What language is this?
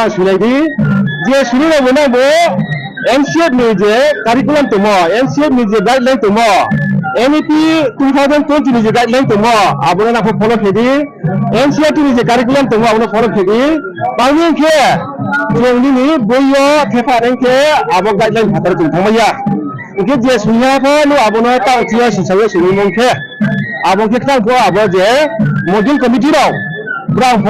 Riang (India)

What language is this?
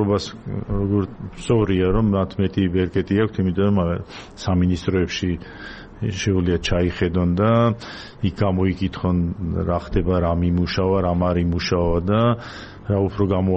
Georgian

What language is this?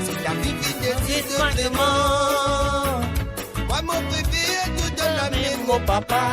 Morisyen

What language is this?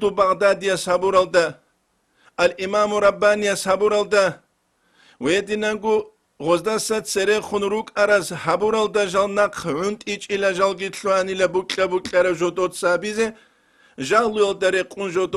Avaric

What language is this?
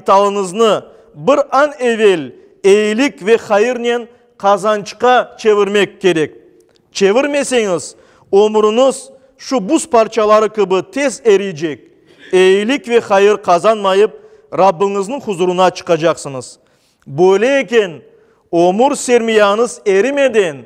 Crimean Tatar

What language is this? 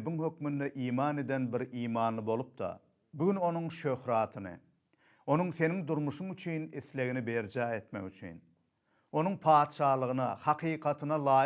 Turkmen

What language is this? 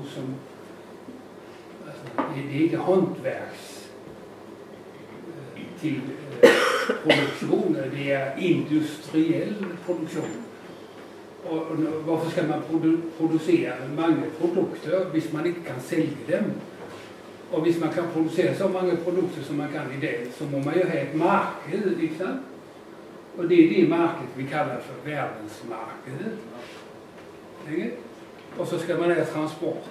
Danish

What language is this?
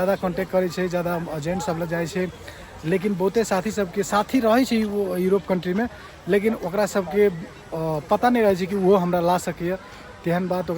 Maithili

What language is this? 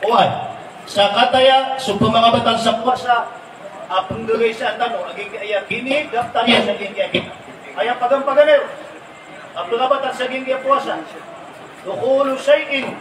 Maranao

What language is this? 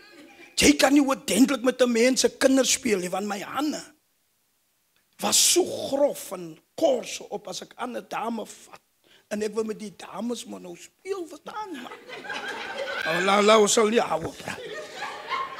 Afrikaans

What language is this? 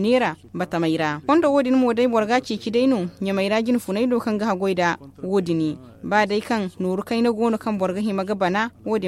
Zarma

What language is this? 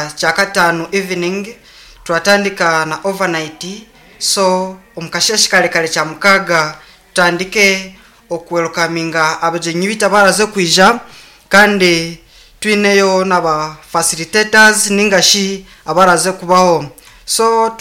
Nyankole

